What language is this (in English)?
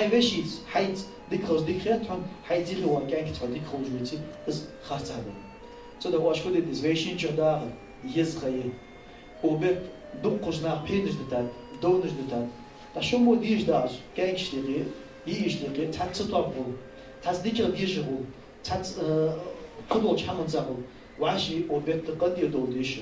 Ingush